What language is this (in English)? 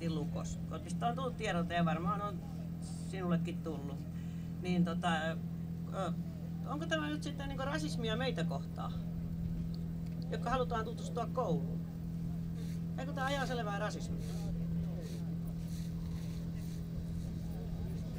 Finnish